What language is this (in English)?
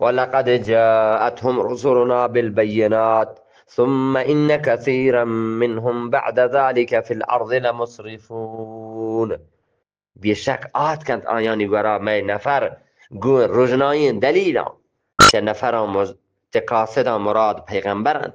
Eastern Balochi